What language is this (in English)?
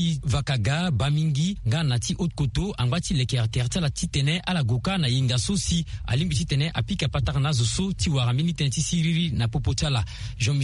Sango